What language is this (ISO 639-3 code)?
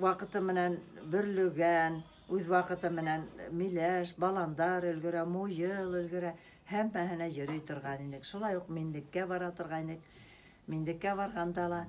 bak